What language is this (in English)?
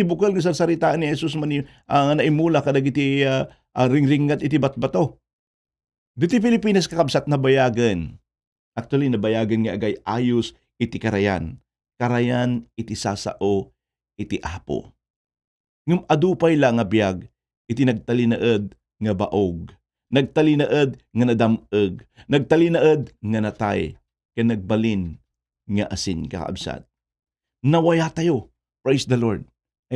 Iloko